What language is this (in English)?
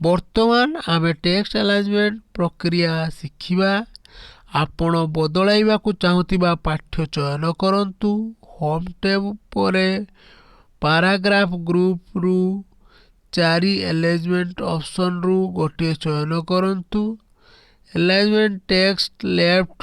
Odia